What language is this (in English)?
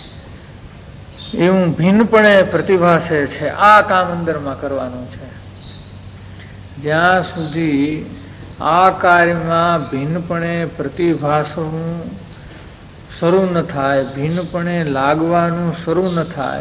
Gujarati